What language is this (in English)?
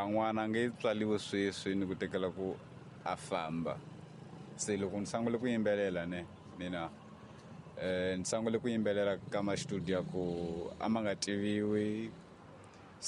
Tsonga